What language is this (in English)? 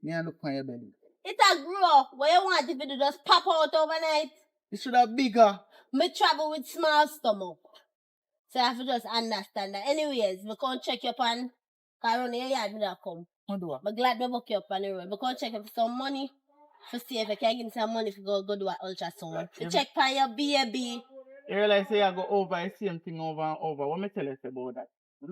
Jamaican Creole English